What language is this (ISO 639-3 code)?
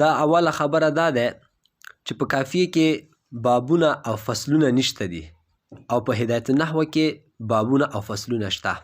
pus